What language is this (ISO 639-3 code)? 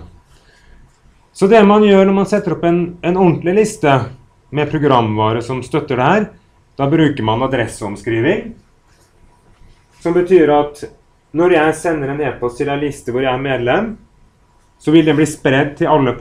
nor